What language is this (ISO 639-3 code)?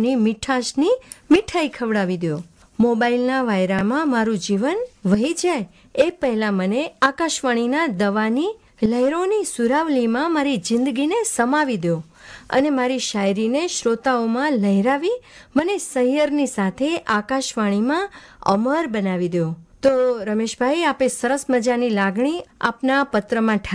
guj